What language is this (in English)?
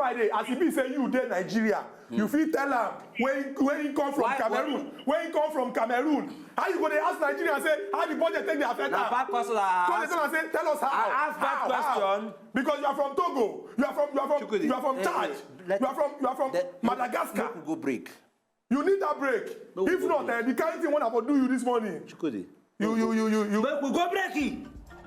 Nigerian Pidgin